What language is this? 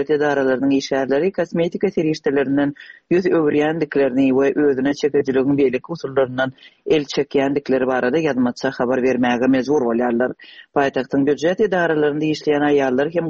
Turkmen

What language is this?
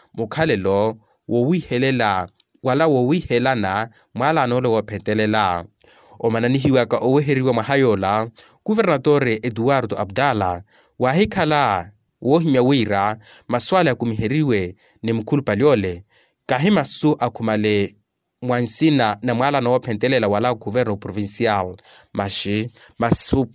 Makhuwa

